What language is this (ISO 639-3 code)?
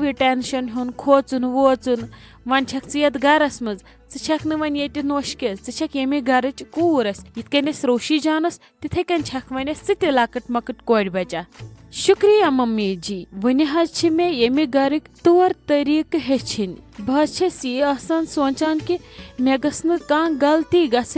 kas